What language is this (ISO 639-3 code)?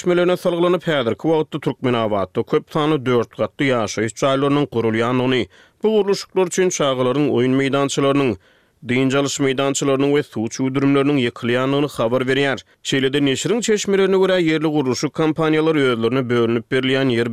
tuk